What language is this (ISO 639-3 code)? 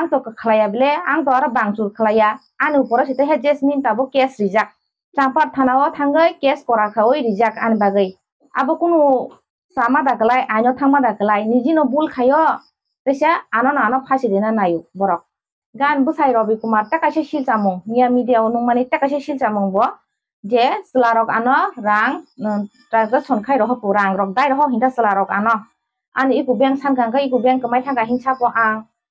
trp